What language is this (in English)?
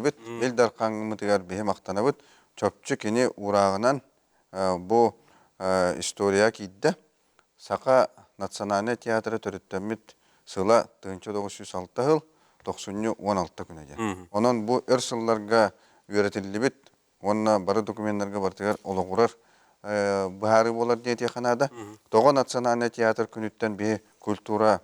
Yakut